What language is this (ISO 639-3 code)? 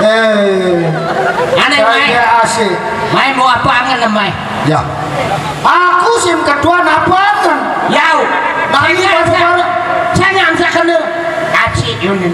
sas